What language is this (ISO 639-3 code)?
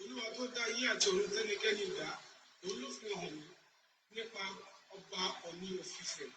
yor